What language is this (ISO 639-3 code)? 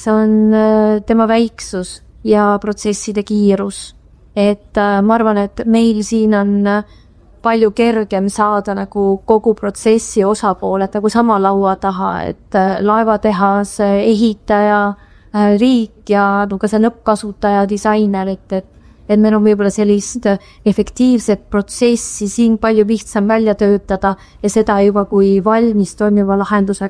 est